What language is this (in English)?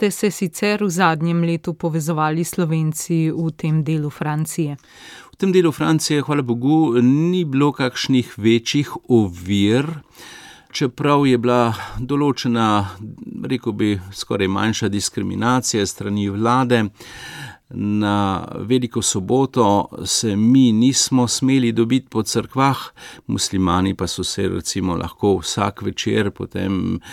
Slovenian